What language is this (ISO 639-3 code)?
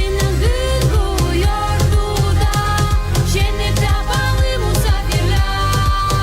gag